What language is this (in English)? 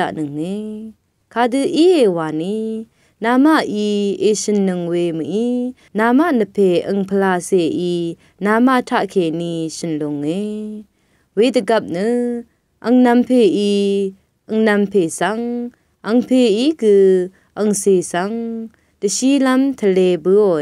Rawang